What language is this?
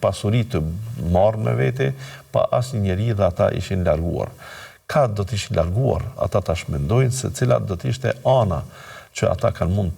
Albanian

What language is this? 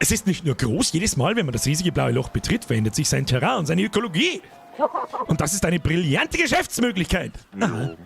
Bavarian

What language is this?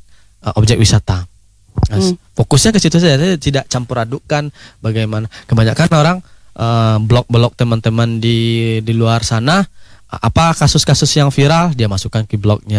Indonesian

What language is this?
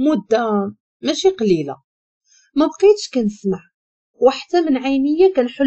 Moroccan Arabic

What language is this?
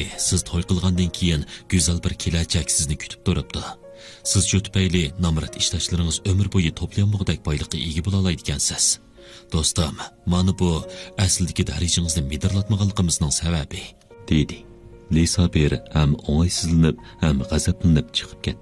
Uyghur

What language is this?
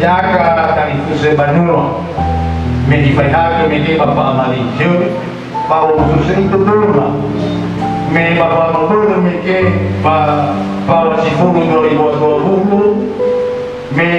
Nias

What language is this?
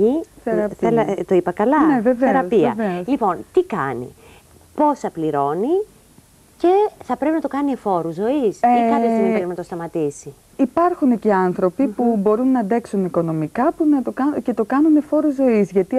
Greek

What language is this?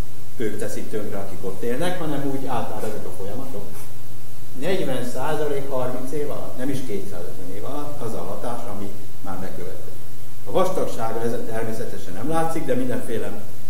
Hungarian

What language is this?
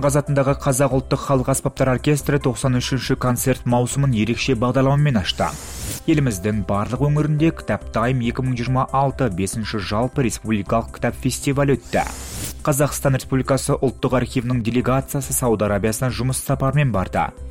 Kazakh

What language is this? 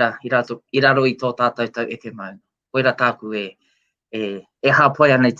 Māori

